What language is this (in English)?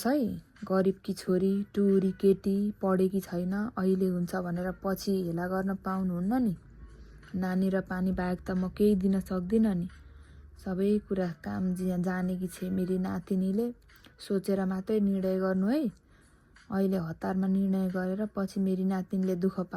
Nepali